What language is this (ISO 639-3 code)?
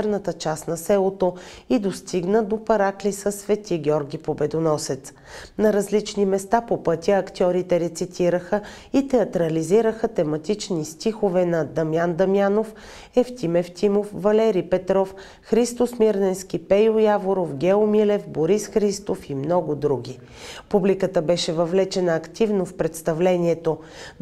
bul